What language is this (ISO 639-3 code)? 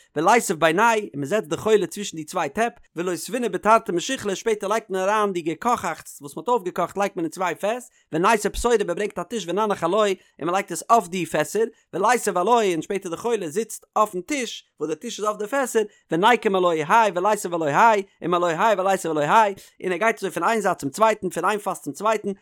yid